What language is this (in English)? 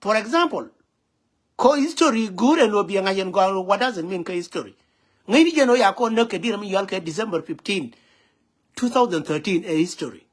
Nuer